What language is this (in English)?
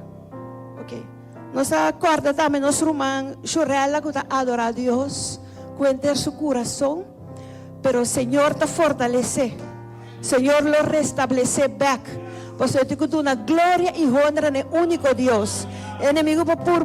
Papiamento